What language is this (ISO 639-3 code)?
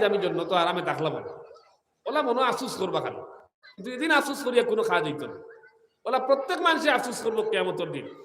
syl